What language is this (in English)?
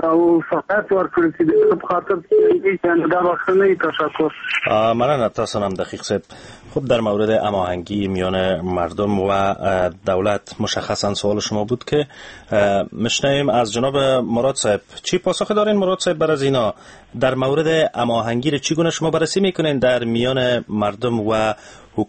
Persian